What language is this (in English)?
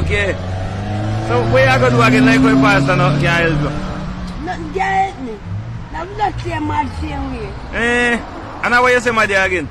Jamaican Creole English